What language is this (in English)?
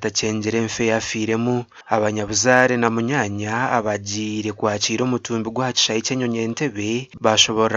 Nyankole